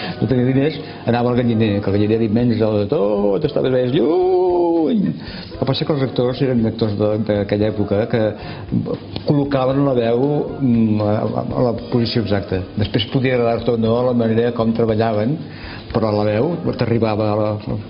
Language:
Catalan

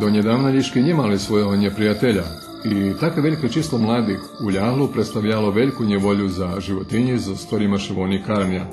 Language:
Rusyn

